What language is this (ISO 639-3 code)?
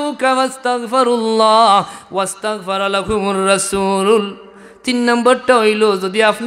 syl